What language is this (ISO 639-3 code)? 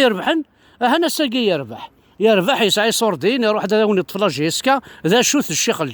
kab